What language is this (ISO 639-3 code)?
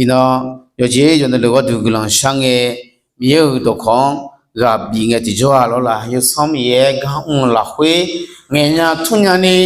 ahk